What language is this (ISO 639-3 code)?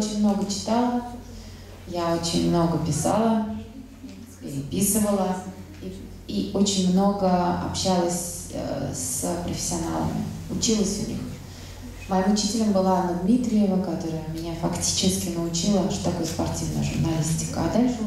rus